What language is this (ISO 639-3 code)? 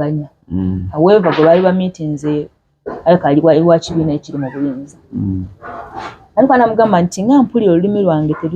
lug